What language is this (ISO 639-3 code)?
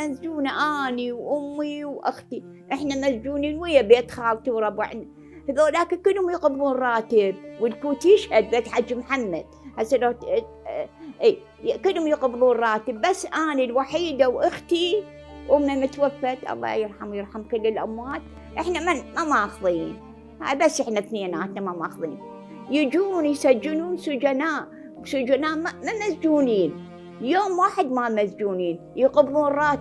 acm